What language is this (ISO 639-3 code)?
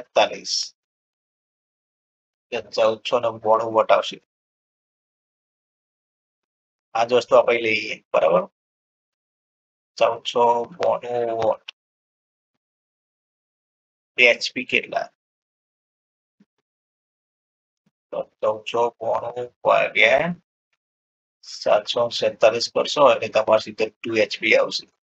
guj